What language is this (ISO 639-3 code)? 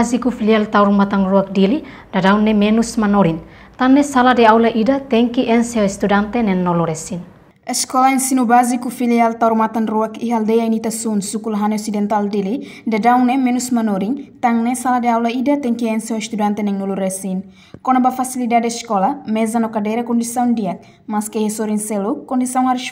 tet